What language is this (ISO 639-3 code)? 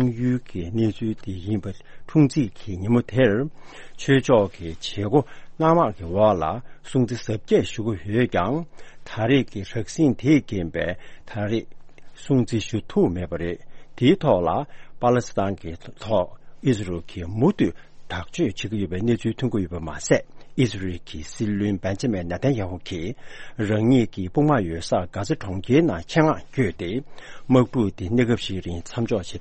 bod